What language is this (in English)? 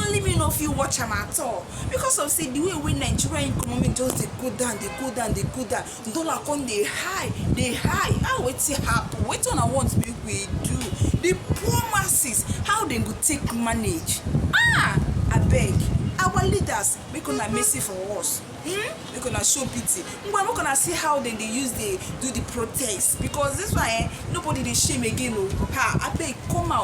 Nigerian Pidgin